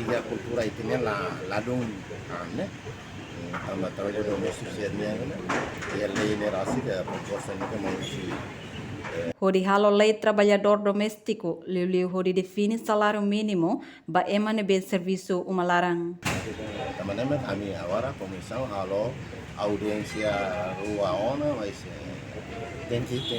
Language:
Tetum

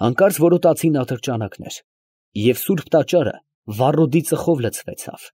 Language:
Armenian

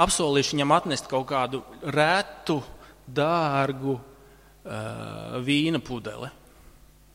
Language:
Latvian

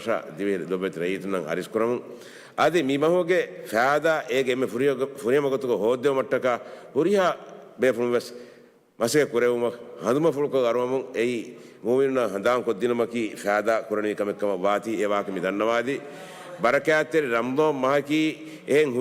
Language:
Divehi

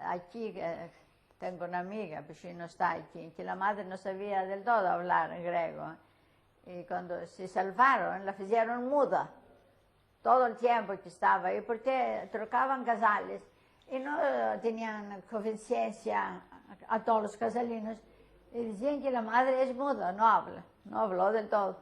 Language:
Ladino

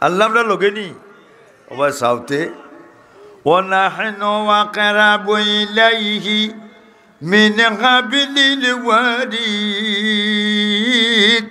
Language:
Sylheti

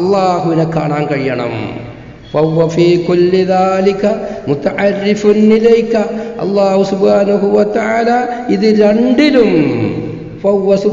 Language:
Malayalam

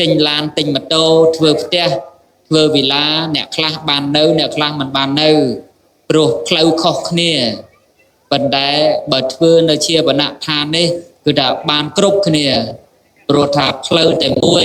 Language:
Khmer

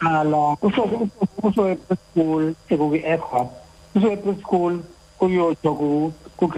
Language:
Xhosa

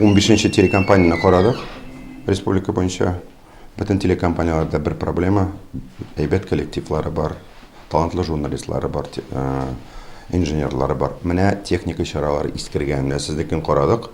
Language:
Tatar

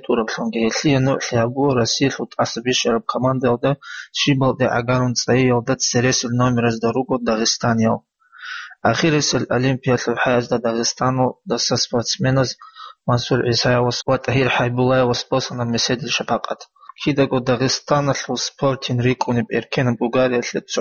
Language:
Avaric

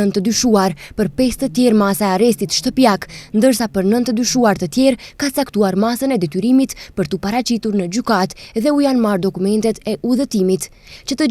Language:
Albanian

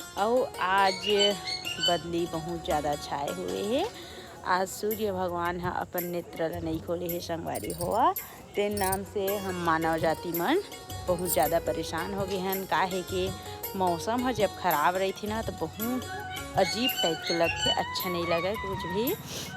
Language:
Chhattisgarhi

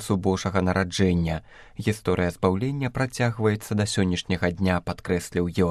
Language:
Belarusian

